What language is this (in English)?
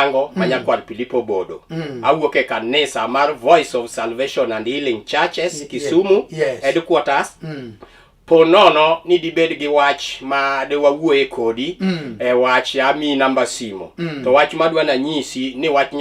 Luo (Kenya and Tanzania)